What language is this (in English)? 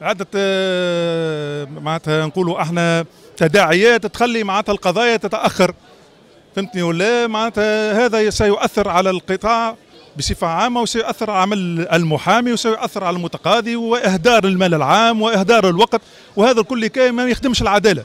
Tunisian Arabic